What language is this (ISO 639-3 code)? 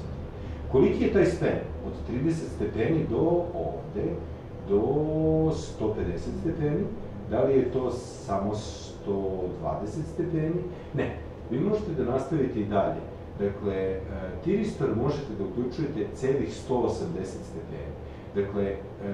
srp